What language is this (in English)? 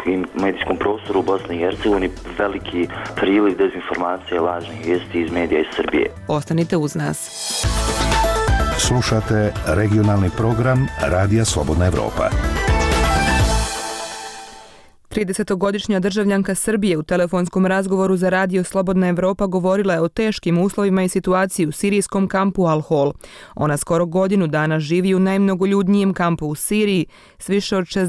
Bosnian